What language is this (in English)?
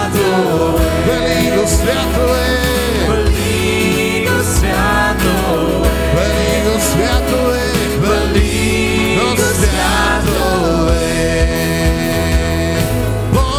Bulgarian